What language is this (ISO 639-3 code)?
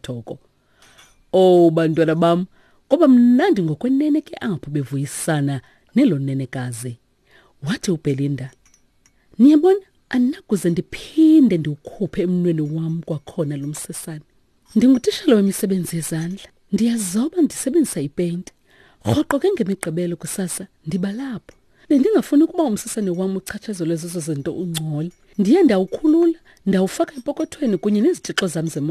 xho